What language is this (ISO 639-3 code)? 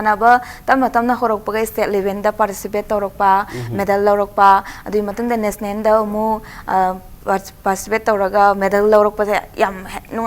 mni